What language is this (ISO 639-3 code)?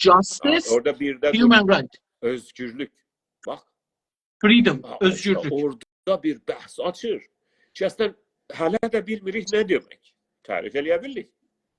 azb